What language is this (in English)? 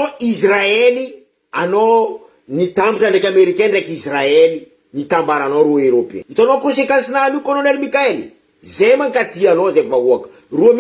Malagasy